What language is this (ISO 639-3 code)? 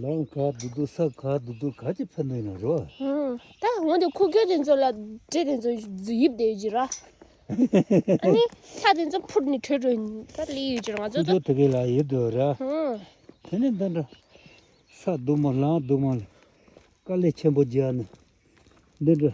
bod